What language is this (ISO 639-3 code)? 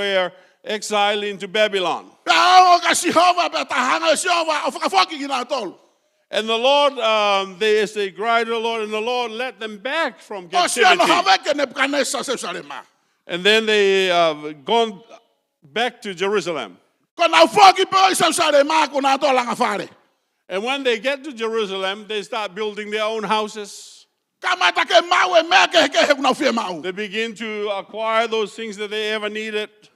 ton